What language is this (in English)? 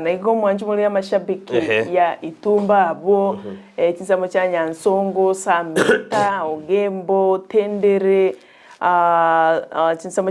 Gusii